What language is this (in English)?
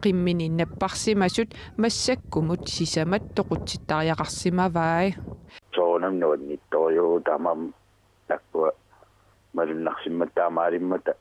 Kalaallisut